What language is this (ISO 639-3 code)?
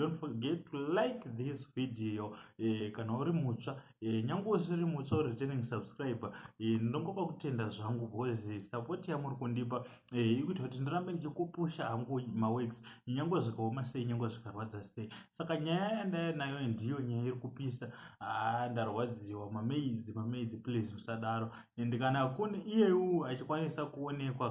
sna